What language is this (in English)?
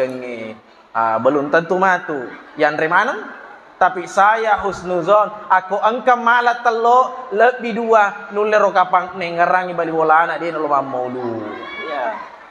Buginese